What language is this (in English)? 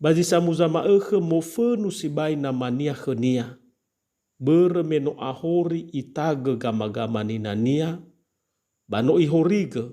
Nias